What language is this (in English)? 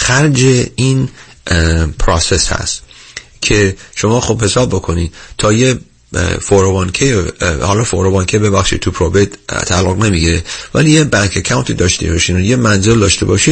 Persian